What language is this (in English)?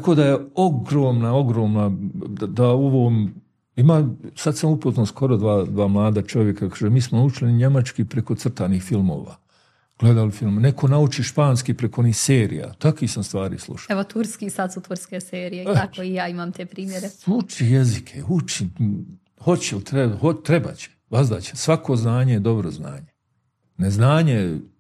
Bosnian